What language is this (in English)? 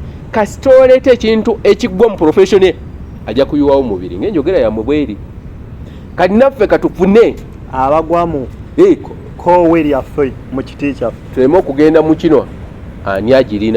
Ganda